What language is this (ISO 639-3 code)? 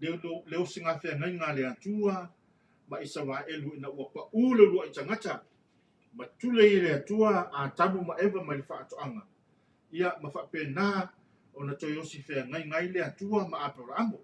smo